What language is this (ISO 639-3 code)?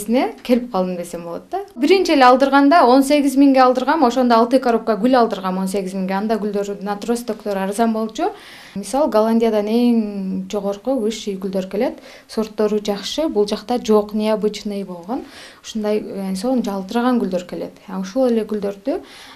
kir